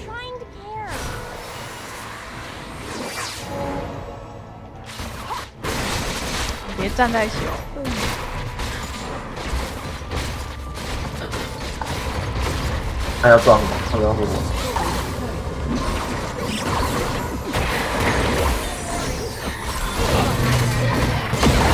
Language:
Chinese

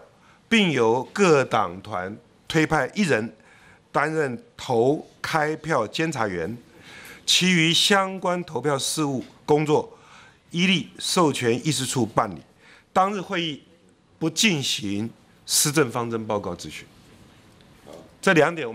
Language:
Chinese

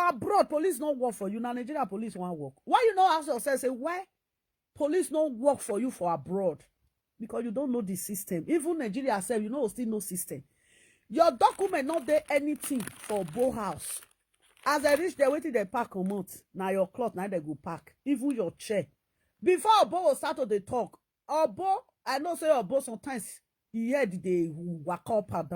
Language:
Nigerian Pidgin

